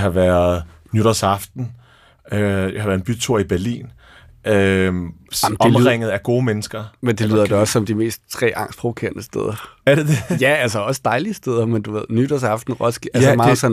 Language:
Danish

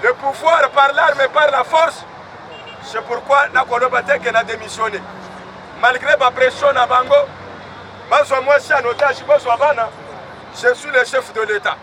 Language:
Lingala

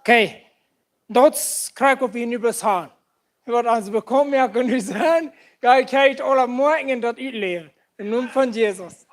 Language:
Plautdietsch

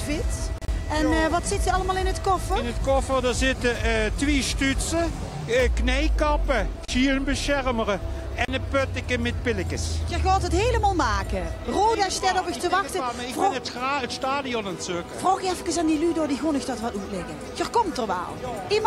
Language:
Limburgish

